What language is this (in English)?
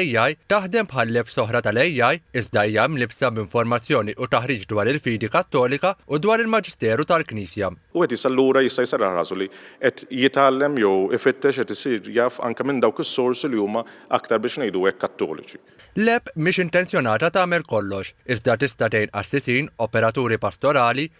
Maltese